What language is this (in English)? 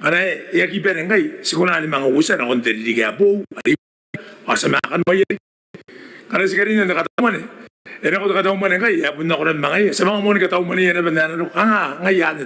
Gilbertese